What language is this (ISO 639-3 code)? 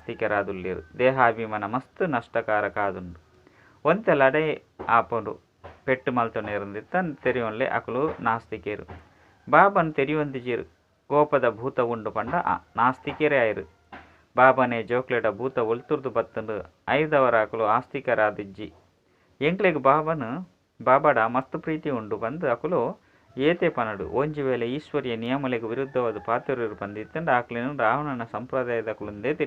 tcy